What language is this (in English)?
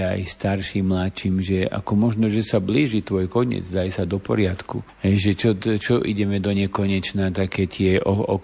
Slovak